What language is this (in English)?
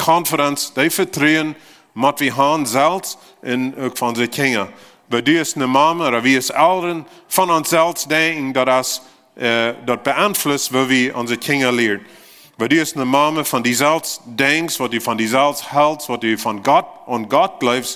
Plautdietsch